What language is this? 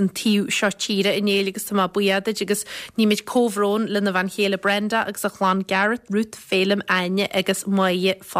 Irish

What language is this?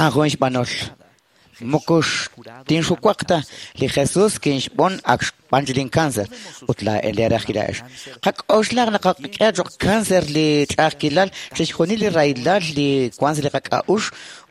Kekchí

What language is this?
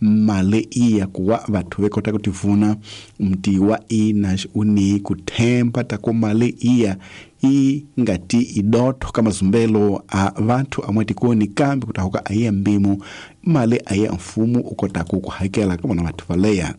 Tsonga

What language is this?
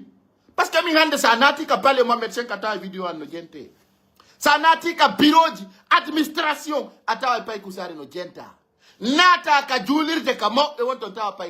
Pular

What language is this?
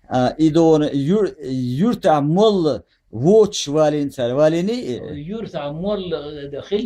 Chechen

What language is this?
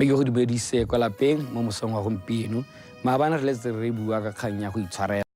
Tswana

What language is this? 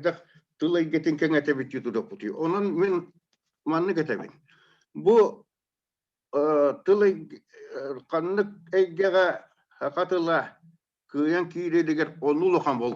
Yakut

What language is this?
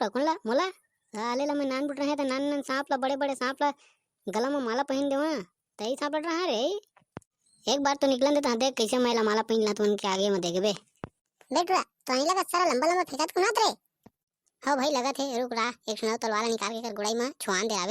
Chhattisgarhi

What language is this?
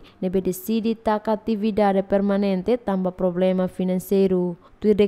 Tetum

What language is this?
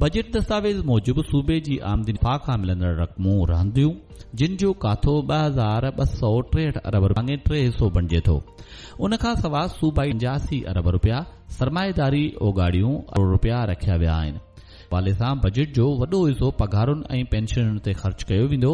Sindhi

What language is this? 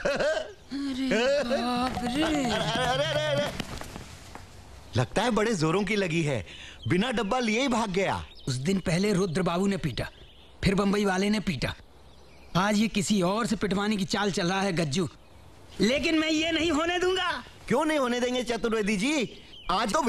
Hindi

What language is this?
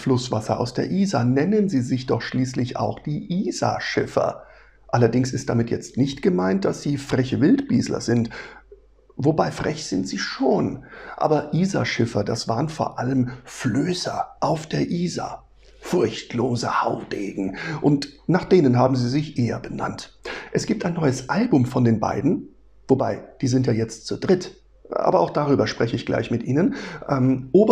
Bavarian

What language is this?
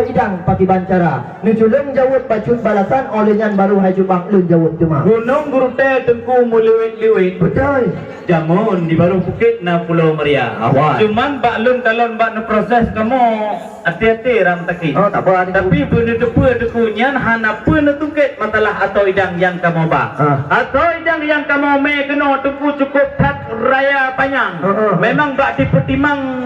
Achinese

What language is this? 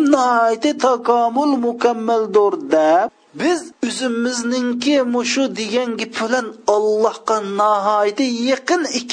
Uyghur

